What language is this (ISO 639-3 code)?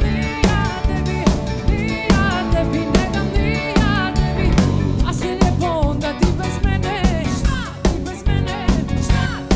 hrv